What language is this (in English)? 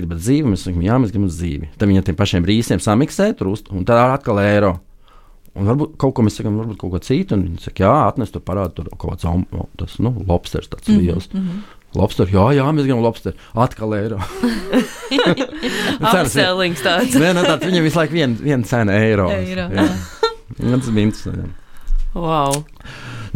Latvian